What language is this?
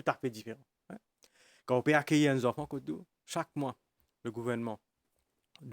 Morisyen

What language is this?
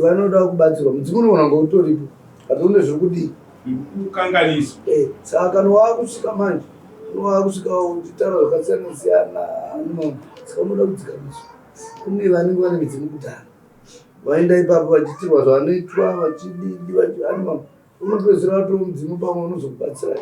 Shona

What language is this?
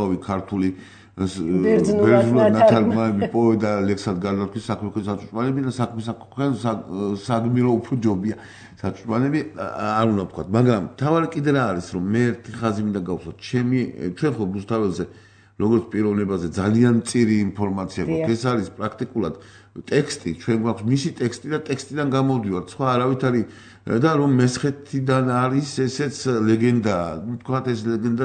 Georgian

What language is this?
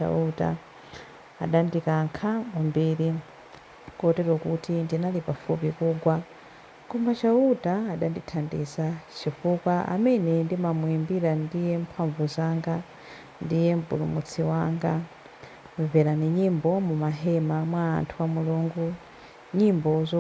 Nyanja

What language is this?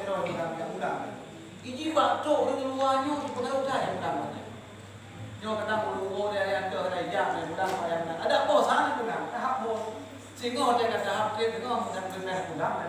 Achinese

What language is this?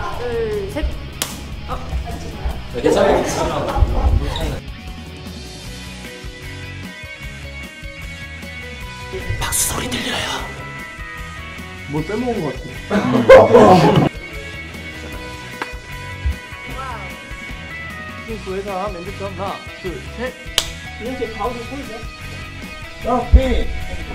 Korean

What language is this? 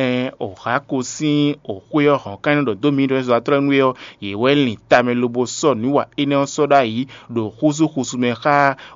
Fon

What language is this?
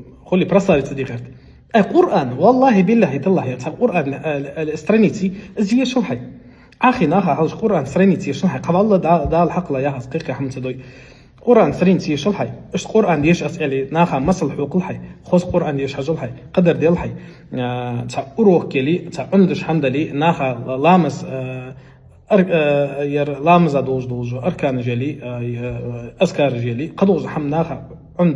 Ingush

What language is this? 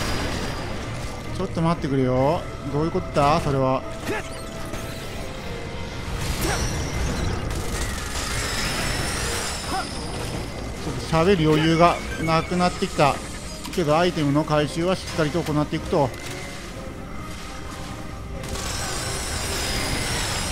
Japanese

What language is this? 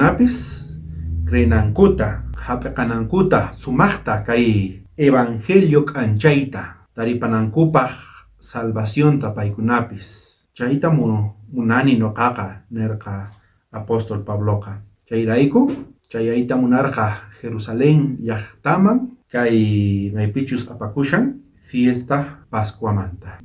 South Bolivian Quechua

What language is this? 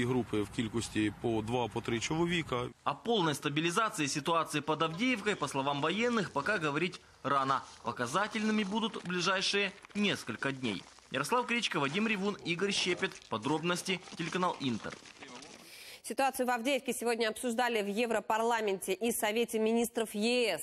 Russian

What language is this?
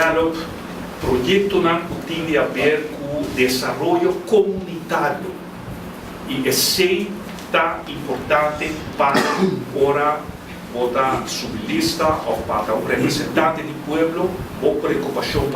Papiamento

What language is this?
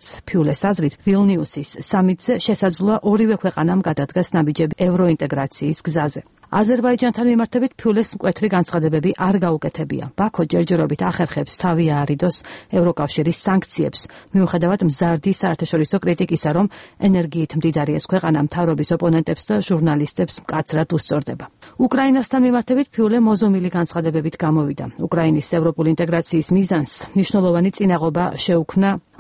Georgian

